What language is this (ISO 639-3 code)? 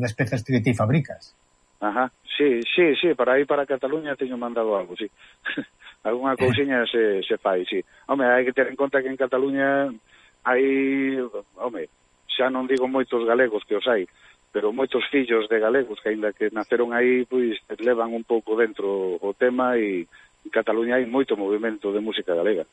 glg